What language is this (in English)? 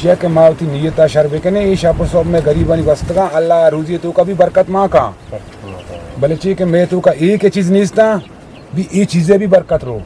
Eastern Balochi